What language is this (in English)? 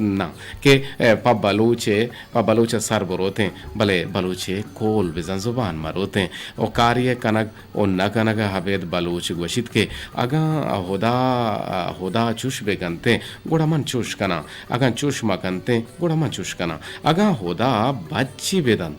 Eastern Balochi